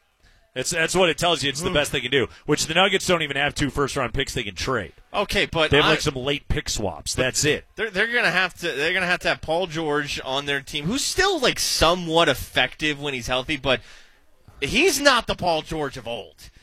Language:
English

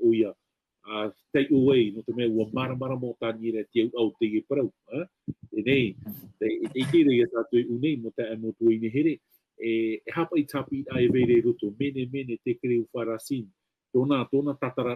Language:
Tahitian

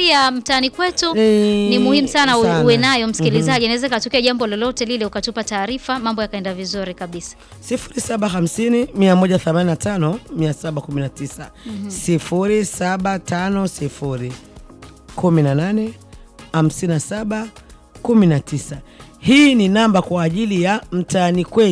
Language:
Swahili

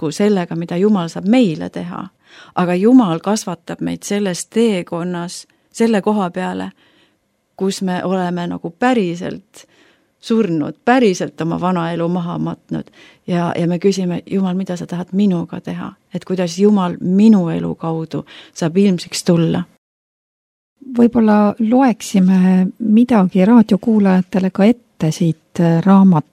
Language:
Estonian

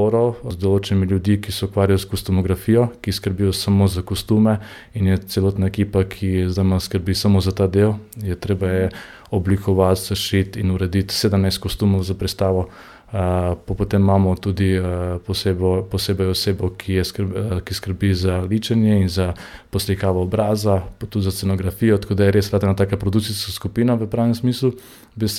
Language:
Slovenian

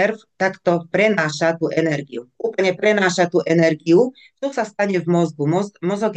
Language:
Slovak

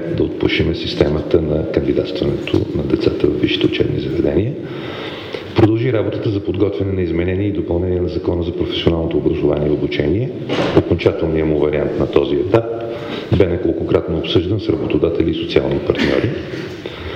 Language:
Bulgarian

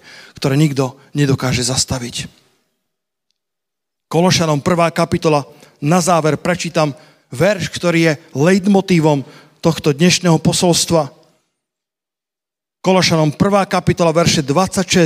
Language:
Slovak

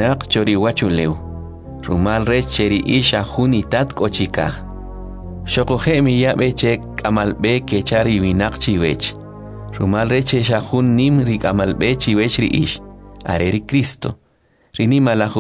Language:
Kʼicheʼ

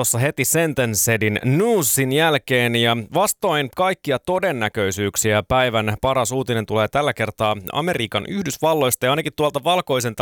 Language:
Finnish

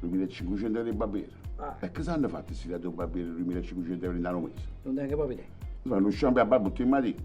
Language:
Neapolitan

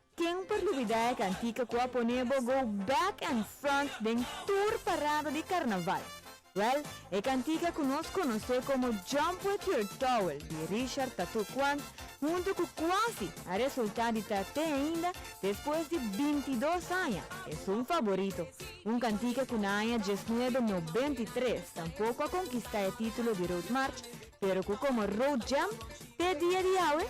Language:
Papiamento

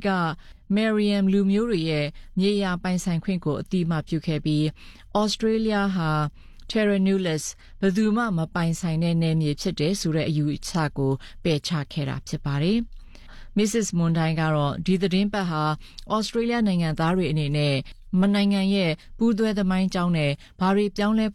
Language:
Burmese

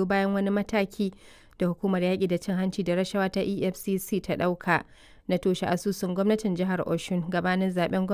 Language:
Hausa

